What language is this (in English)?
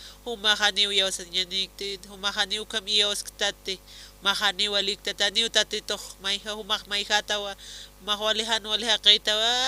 Aymara